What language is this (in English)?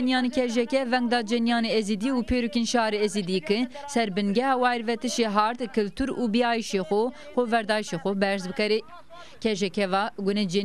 Zaza